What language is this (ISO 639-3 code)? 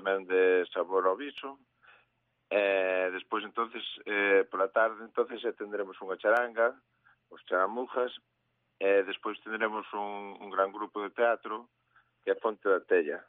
glg